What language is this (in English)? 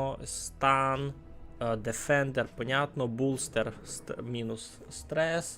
Rusyn